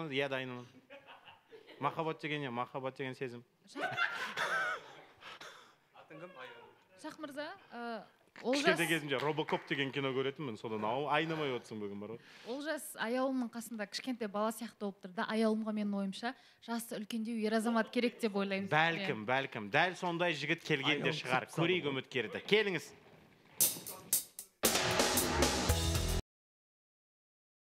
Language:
Kazakh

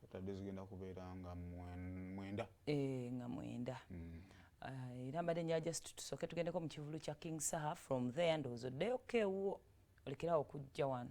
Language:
Ganda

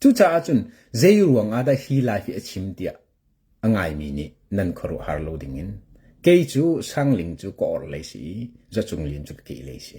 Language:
Hakha Chin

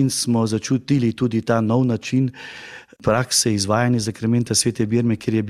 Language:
Slovenian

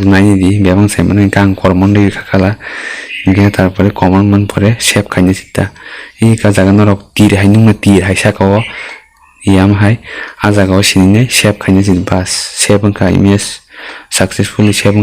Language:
Kok Borok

